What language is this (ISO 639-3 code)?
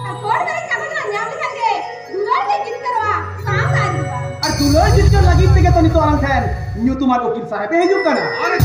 sat